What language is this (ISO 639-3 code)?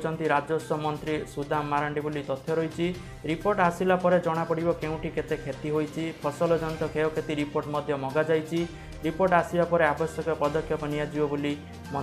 ori